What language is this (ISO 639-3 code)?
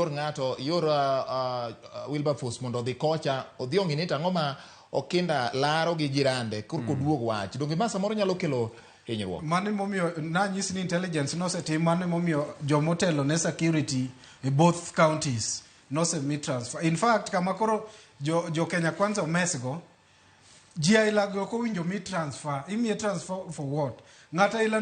luo